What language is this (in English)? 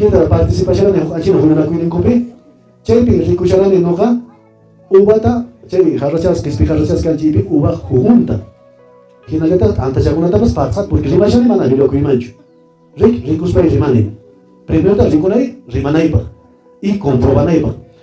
Quechua